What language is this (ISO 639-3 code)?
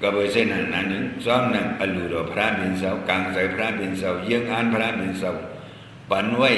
shn